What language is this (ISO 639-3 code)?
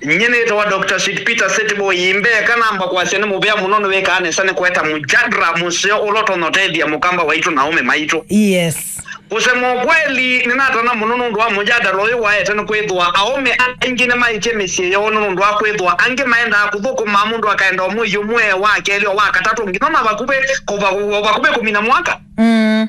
kam